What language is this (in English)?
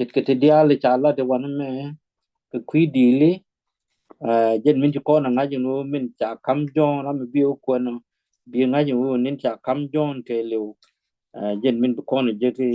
Nuer